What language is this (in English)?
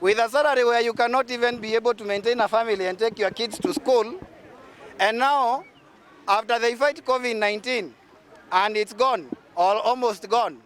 Meru